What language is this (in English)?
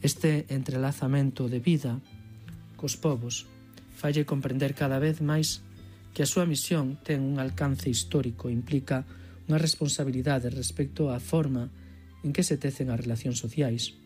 Galician